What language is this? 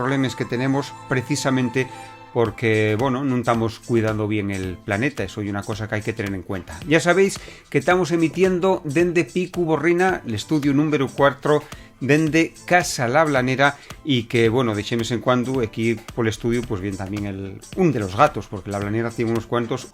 Asturian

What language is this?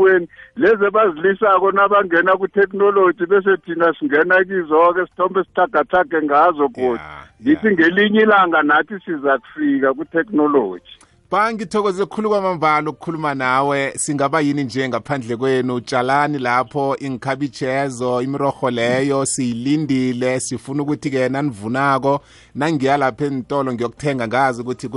South Ndebele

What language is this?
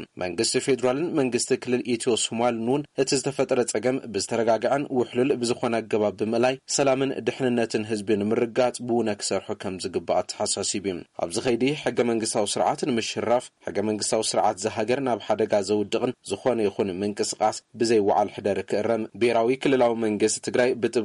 Tigrinya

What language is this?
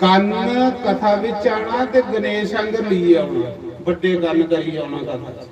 Dogri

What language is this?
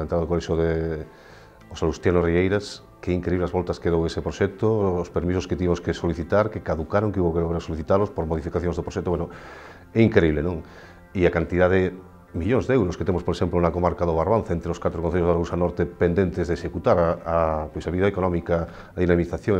Galician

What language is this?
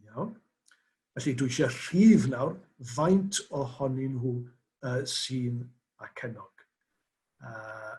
Welsh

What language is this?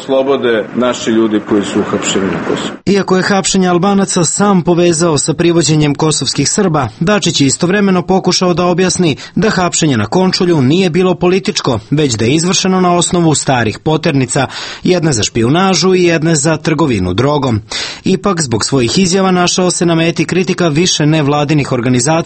Serbian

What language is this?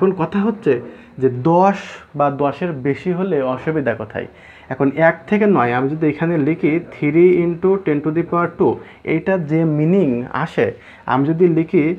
Bangla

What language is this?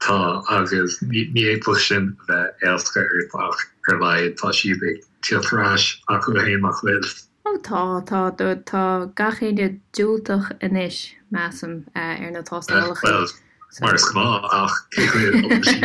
Irish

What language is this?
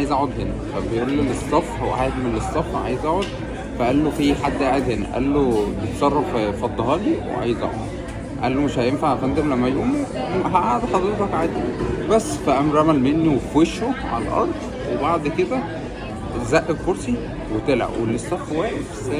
Egyptian Arabic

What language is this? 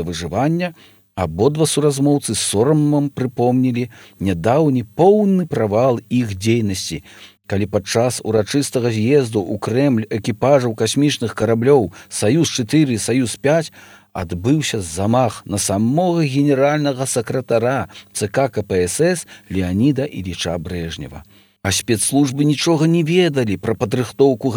Belarusian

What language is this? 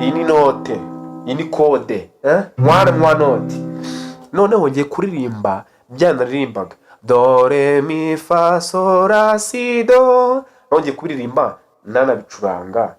Kinyarwanda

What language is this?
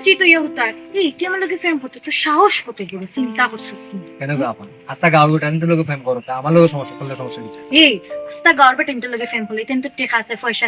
Sylheti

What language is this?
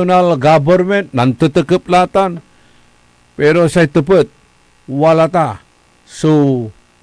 Pangasinan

